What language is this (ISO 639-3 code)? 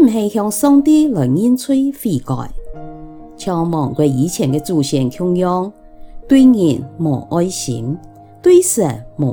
hak